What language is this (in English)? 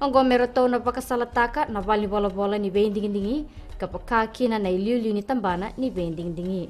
Fijian